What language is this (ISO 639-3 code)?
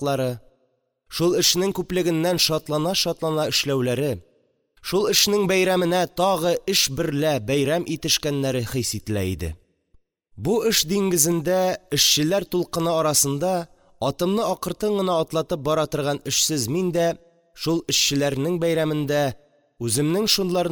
tat